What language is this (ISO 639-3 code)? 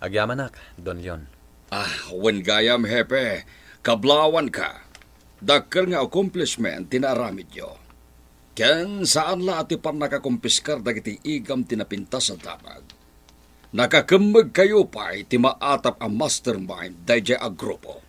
ilo